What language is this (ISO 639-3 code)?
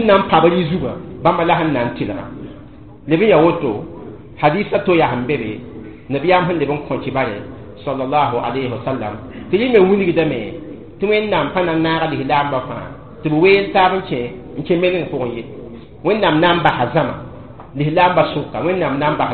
mos